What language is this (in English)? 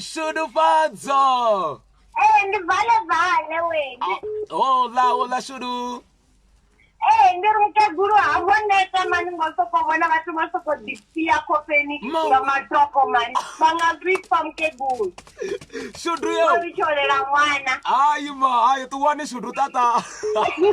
Venda